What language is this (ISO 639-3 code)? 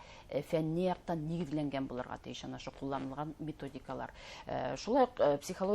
bak